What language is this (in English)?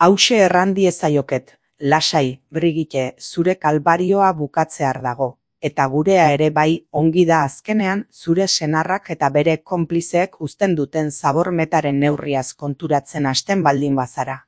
Basque